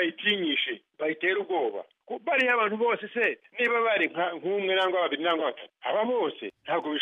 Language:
Kinyarwanda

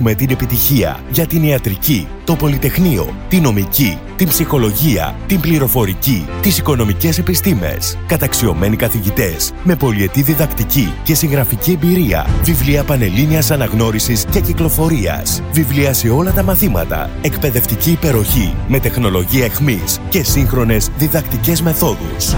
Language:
Greek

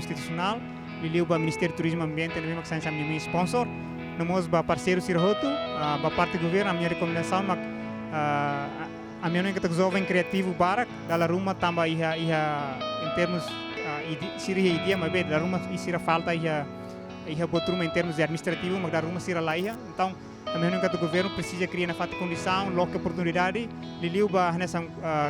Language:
Tetum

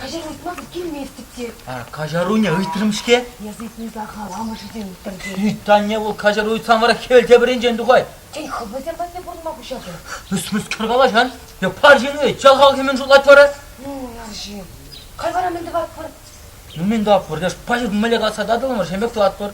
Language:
Chuvash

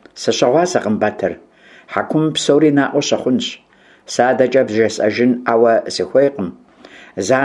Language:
Kabardian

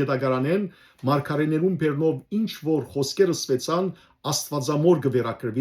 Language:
Western Armenian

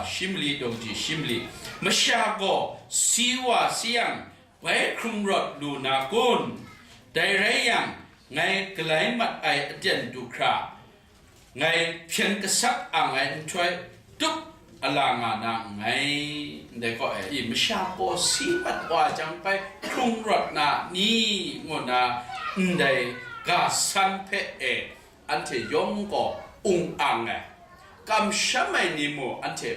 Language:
Kachin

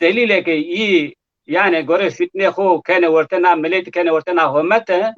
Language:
Zaza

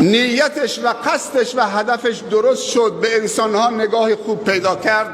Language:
Persian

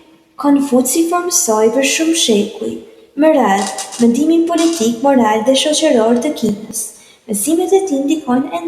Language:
Albanian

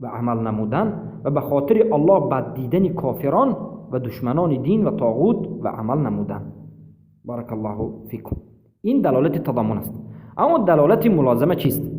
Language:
Persian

